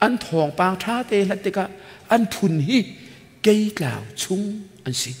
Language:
Hakha Chin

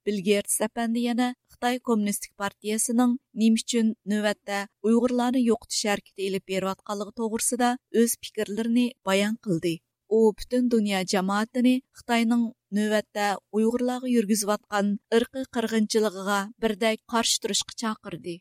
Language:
Uyghur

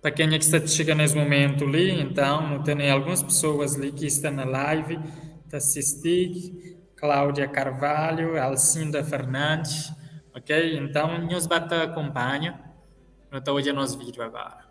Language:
Kabuverdianu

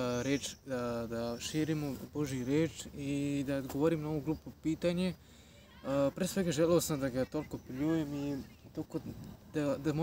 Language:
Serbian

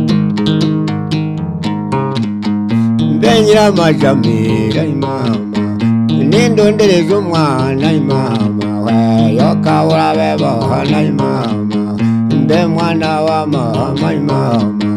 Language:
Kinyarwanda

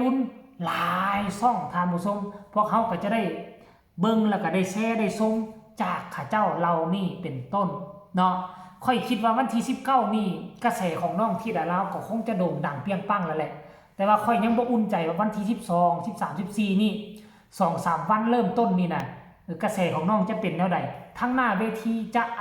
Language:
Northeastern Thai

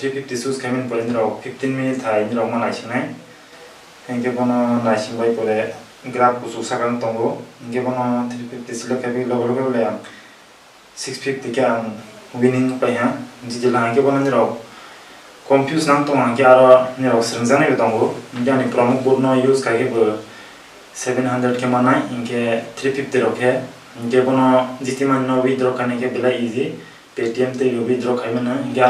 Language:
Kok Borok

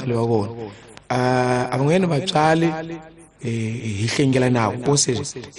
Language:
Tsonga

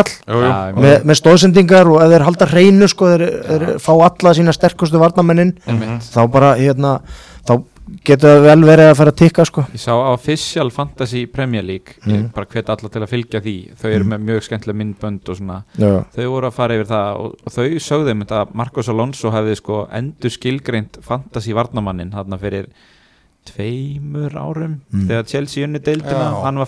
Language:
Icelandic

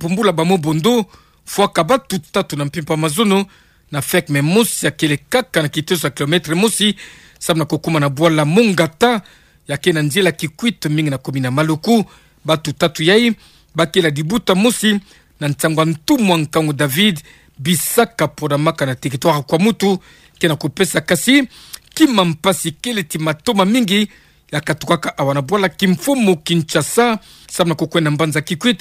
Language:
Kituba (Democratic Republic of Congo)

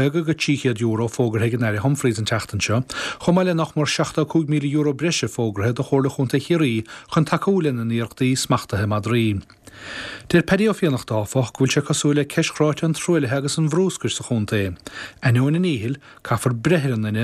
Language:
Irish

